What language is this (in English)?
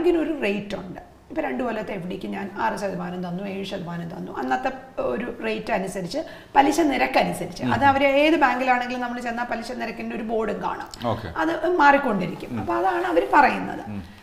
Malayalam